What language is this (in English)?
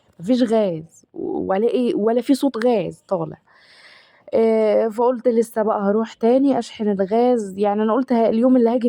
Egyptian Arabic